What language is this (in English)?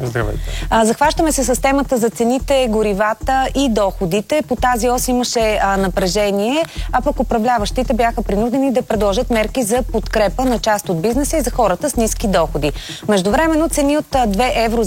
Bulgarian